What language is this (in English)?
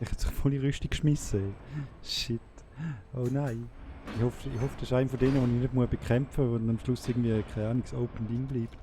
Swiss German